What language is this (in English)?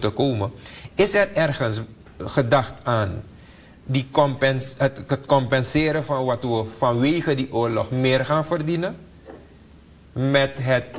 Dutch